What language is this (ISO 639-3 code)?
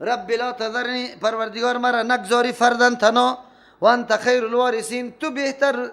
fas